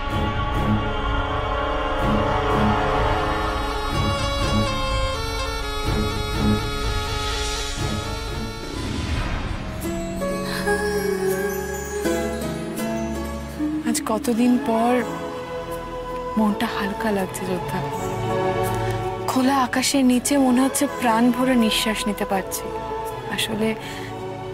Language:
Bangla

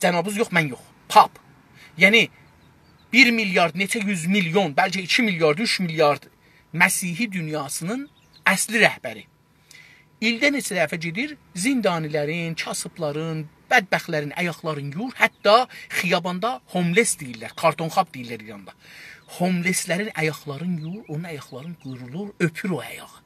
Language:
South Azerbaijani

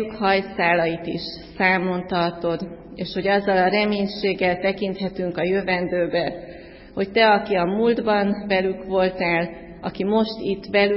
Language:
Hungarian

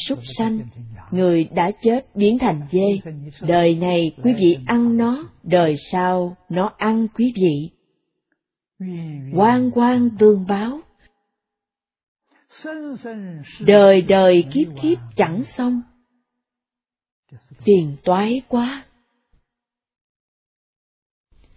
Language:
Vietnamese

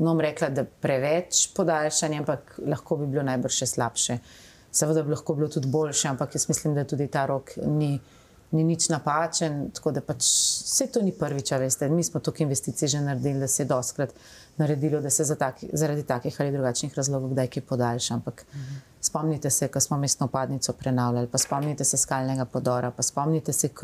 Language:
Slovenian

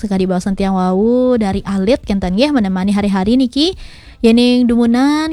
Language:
Balinese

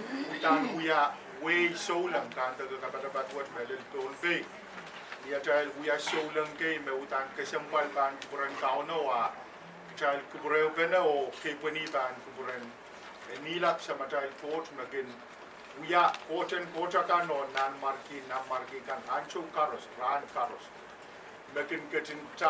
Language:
Pohnpeian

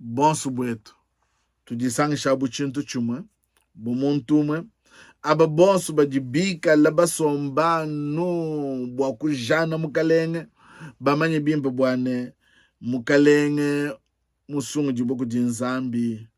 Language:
Luba-Lulua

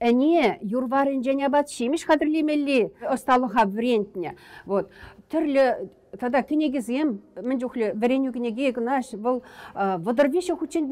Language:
Chuvash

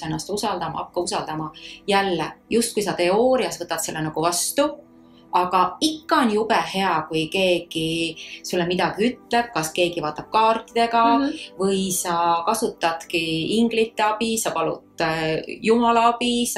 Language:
Estonian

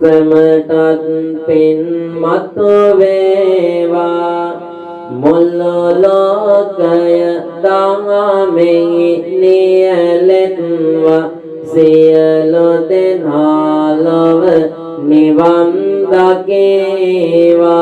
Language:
Sinhala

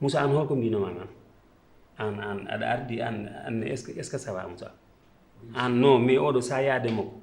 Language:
Fula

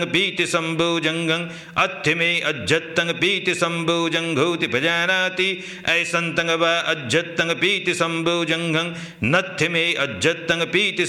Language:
Pali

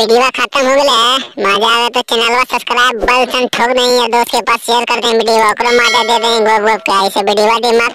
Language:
Magahi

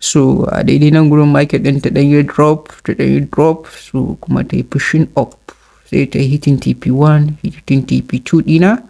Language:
Hausa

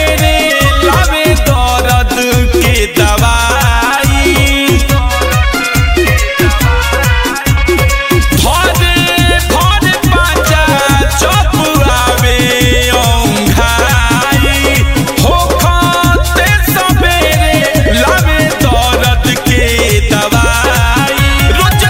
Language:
Bhojpuri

